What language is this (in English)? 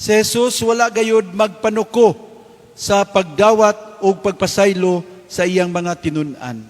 Cebuano